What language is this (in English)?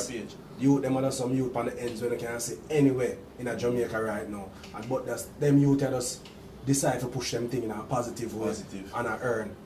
Jamaican Creole English